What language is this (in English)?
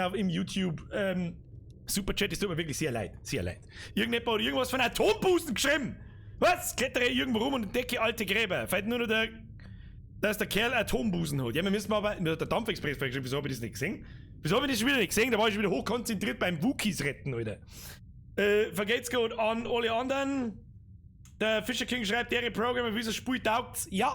Bavarian